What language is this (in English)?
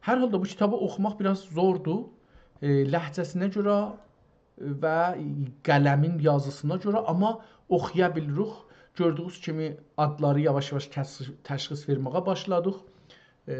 South Azerbaijani